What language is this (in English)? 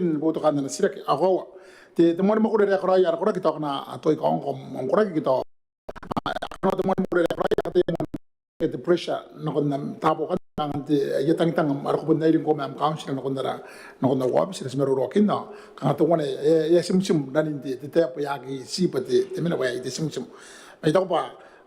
Gilbertese